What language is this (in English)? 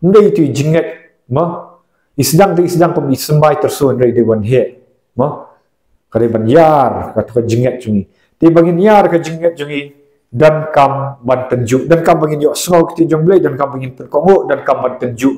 Khasi